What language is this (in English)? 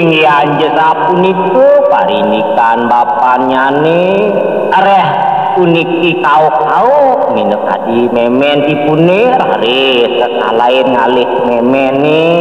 Balinese